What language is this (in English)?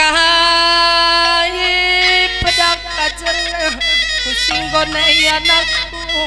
Batak Karo